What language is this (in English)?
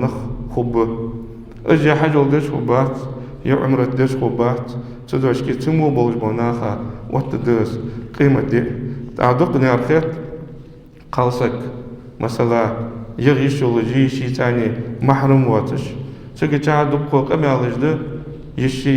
Ingush